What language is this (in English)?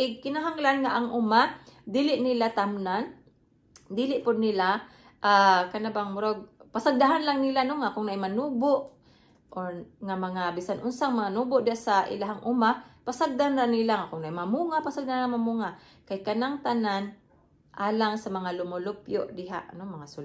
Cebuano